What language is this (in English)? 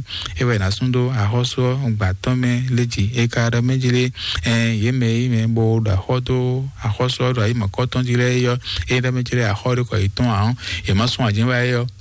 Fon